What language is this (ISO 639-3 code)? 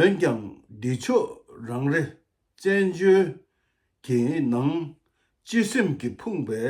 bod